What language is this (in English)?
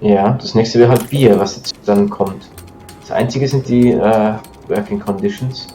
Swiss German